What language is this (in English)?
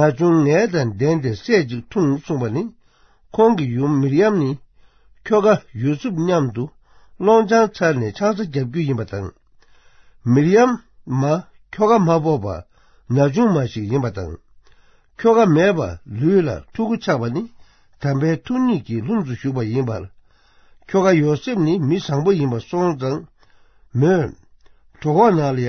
Tibetan